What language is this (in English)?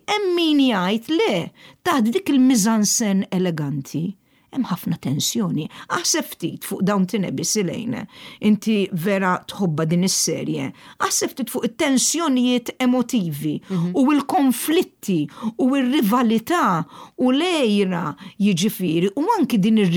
Maltese